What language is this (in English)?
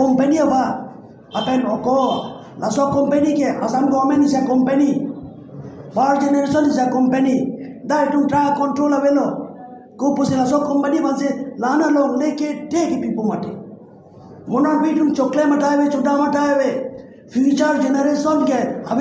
Karbi